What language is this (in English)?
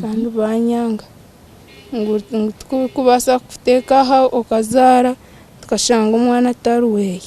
Nyankole